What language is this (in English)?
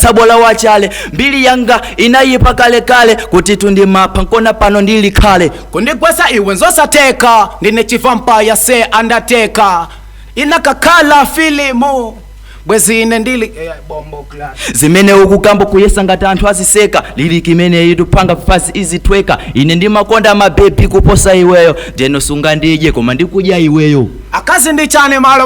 Nyanja